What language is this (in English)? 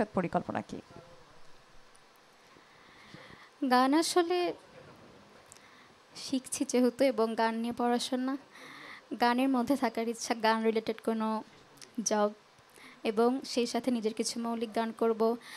Bangla